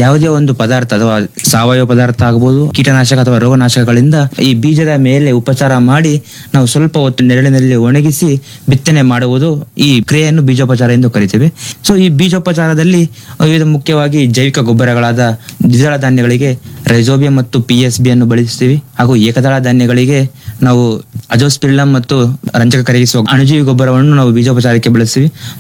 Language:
Kannada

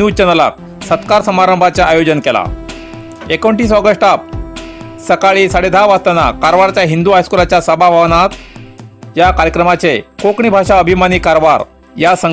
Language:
Konkani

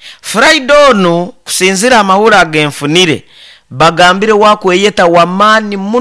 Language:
Nyoro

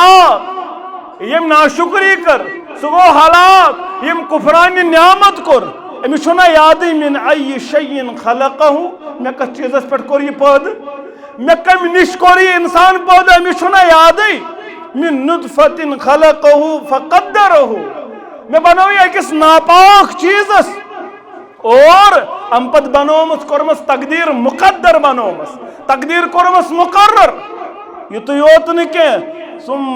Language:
Kashmiri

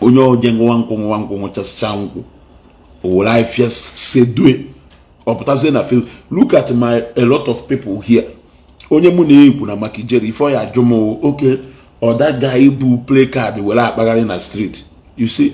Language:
Igbo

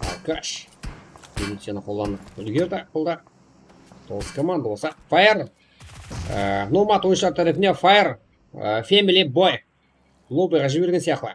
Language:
Kara-Kalpak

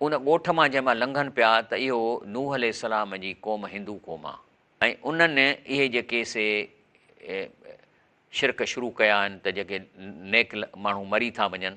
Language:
Sindhi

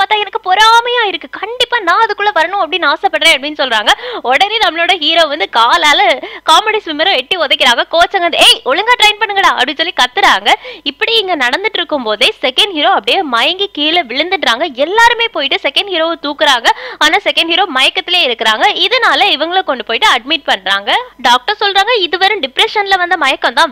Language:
Tamil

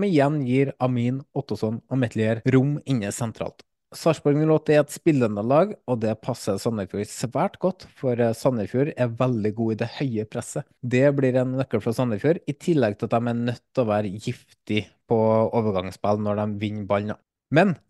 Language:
Norwegian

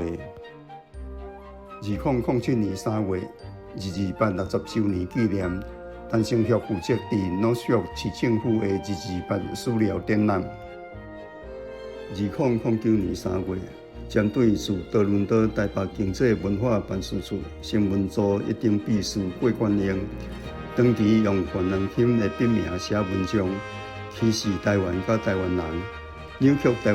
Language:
Min Nan Chinese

